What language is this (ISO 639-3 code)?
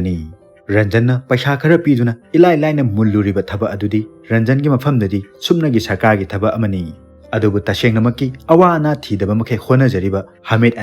mni